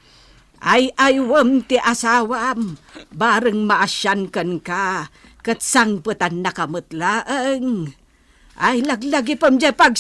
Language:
Iloko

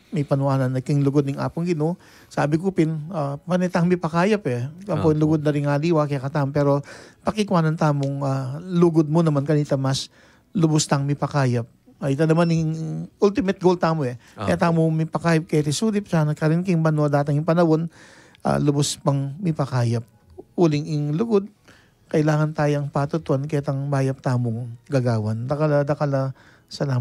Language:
Pampanga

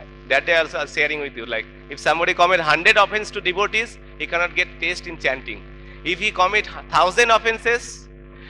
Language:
English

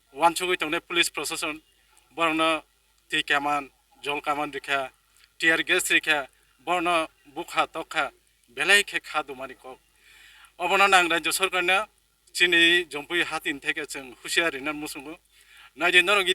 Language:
Kok Borok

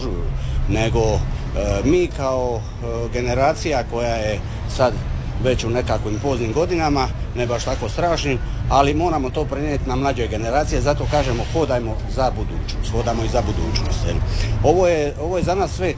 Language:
Croatian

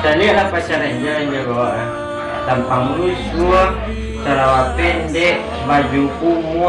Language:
Minangkabau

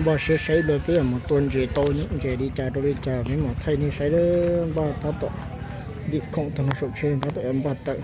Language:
Hmong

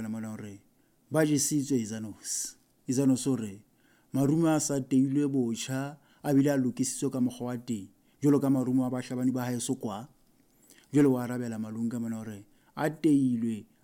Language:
Southern Sotho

